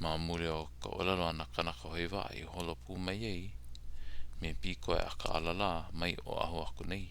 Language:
Hawaiian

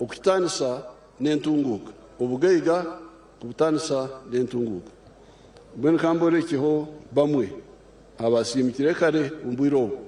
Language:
Nyankole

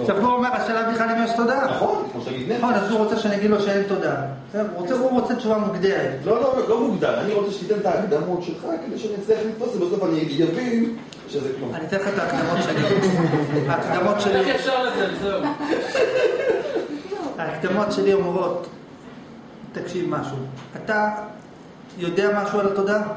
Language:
Hebrew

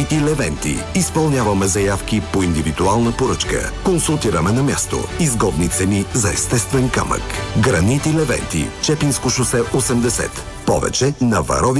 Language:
Bulgarian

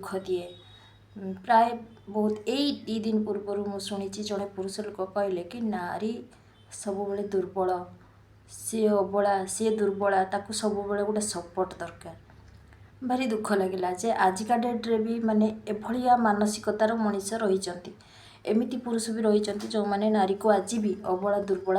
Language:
Odia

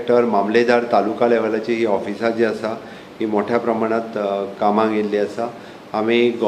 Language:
Konkani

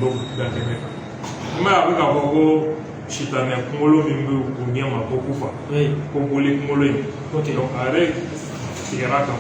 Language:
Bambara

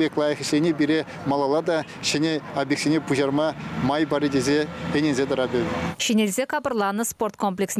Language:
Chuvash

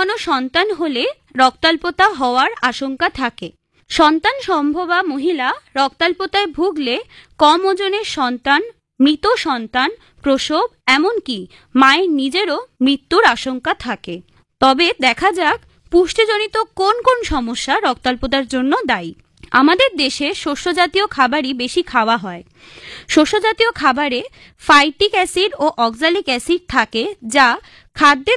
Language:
Bangla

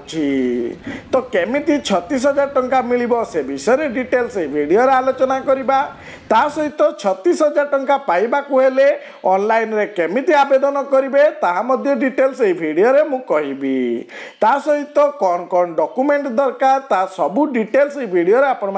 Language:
Odia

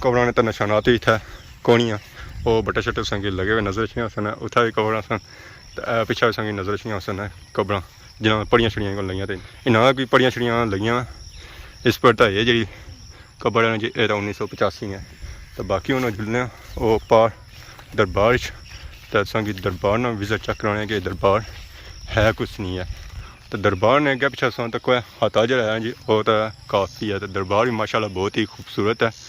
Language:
Pahari-Potwari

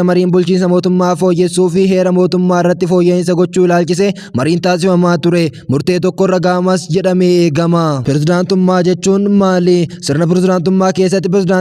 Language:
Oromo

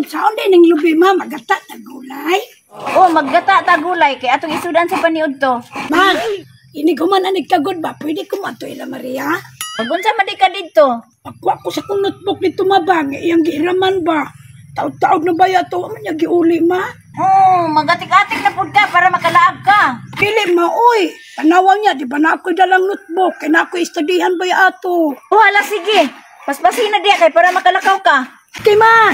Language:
Cebuano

